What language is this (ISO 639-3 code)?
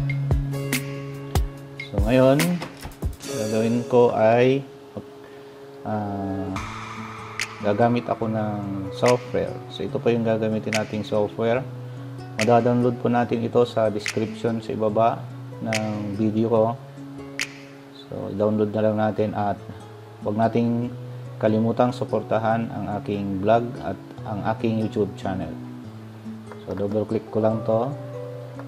fil